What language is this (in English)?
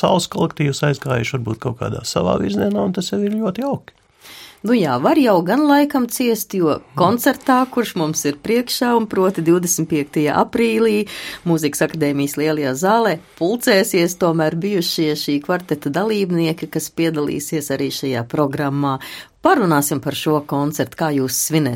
Latvian